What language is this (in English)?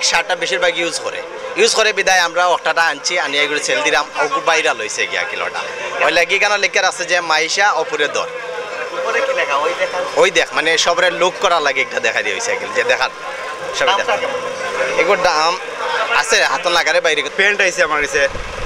Sylheti